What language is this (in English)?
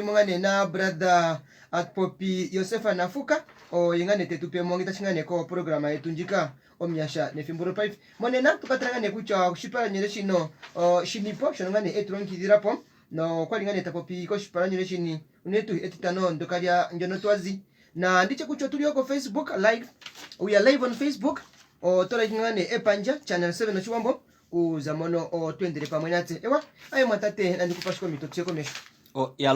Kuanyama